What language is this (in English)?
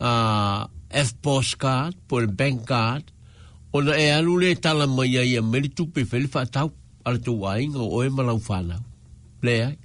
Samoan